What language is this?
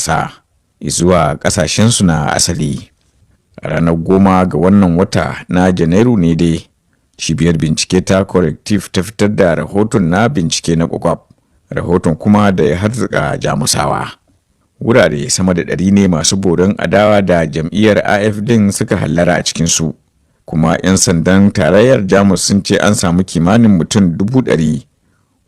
Hausa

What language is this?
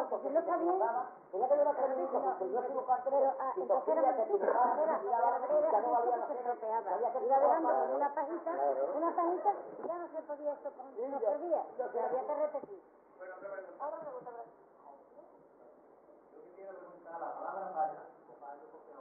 Spanish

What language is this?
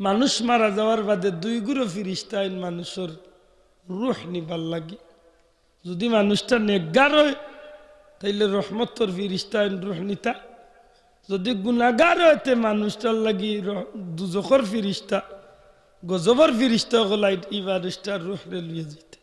Sylheti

